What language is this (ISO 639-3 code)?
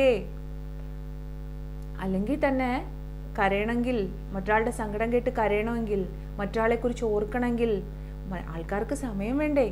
mal